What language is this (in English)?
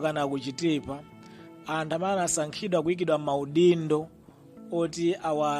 Nyanja